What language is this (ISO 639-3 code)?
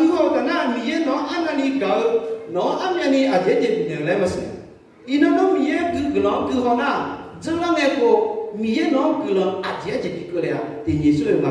ahk